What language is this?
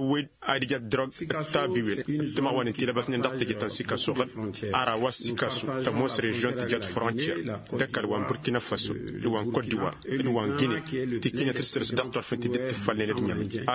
Tamasheq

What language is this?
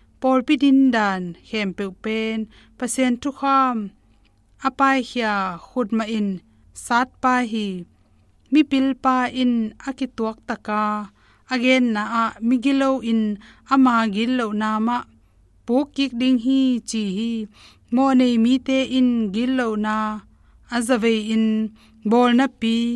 Tedim Chin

